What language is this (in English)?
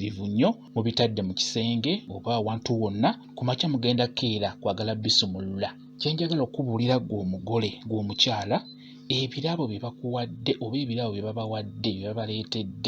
Ganda